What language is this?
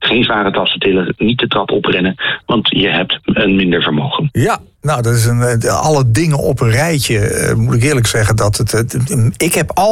Dutch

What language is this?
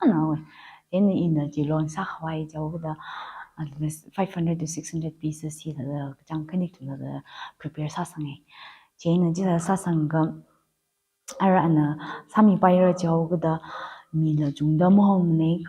Tangkhul Naga (India)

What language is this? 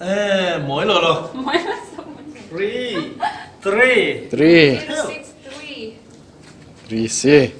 Falam Chin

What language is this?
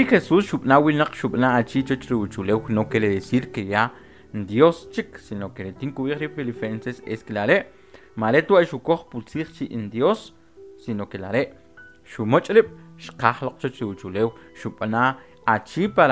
Kʼicheʼ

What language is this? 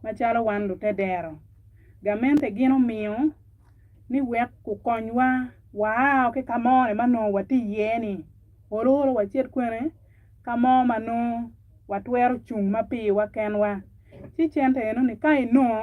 Acoli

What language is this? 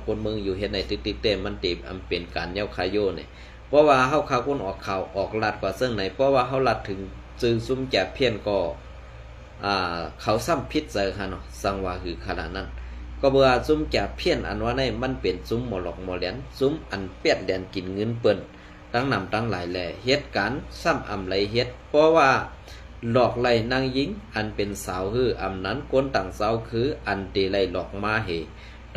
Shan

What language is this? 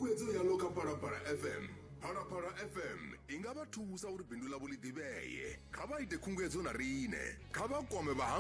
Venda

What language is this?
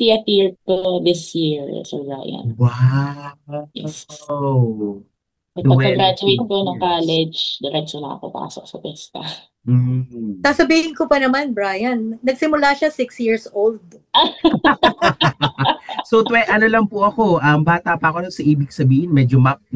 Filipino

